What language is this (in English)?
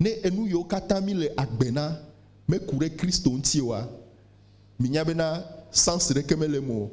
Ewe